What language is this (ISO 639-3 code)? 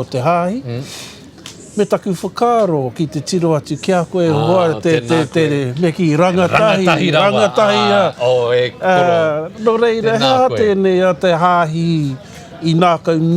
mri